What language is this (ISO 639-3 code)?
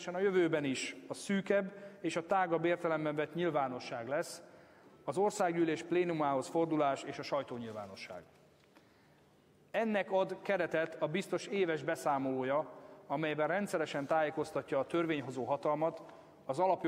hun